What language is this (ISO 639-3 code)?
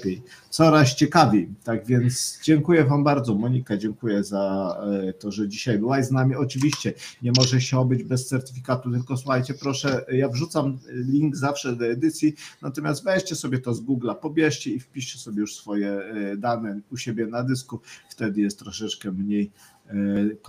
pol